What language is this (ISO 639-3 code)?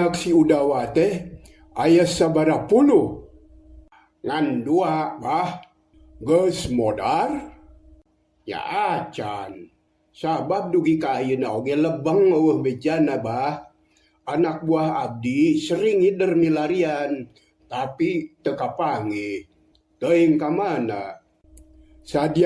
sun